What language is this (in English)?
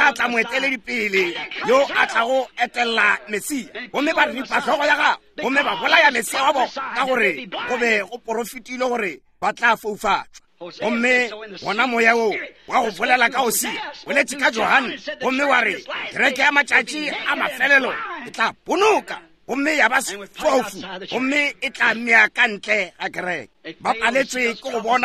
Northern Sotho